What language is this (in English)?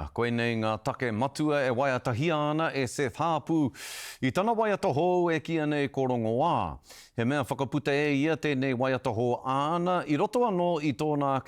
Māori